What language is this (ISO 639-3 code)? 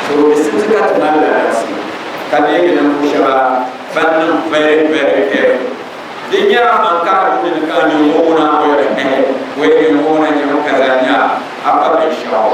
dag